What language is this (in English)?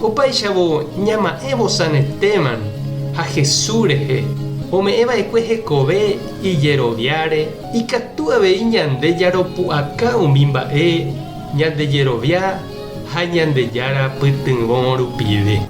Guarani